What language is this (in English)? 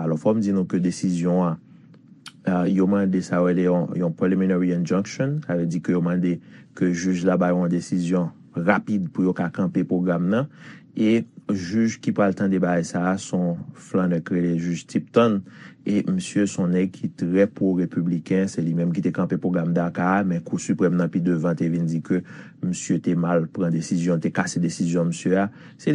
Haitian Creole